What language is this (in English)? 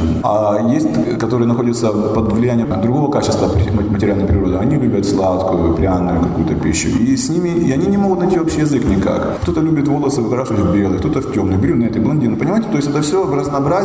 Russian